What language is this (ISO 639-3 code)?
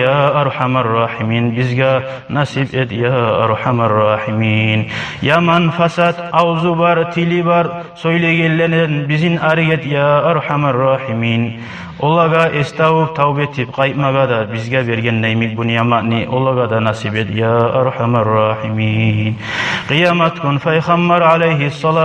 kum